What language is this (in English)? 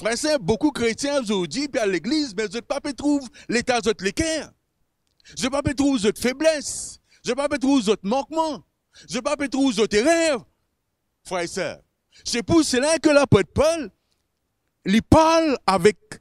Morisyen